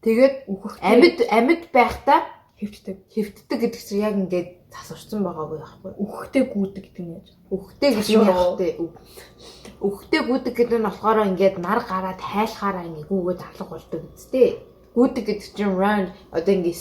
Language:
Mongolian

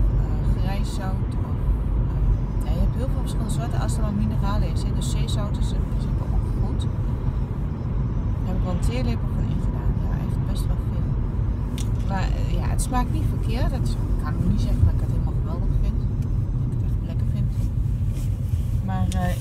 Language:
Dutch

